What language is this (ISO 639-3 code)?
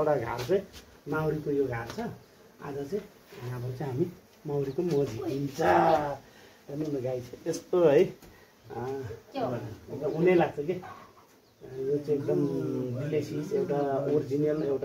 nep